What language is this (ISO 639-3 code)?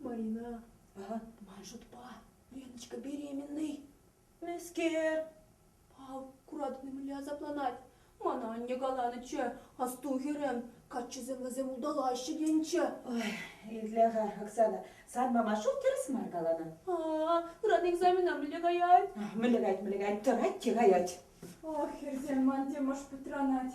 chv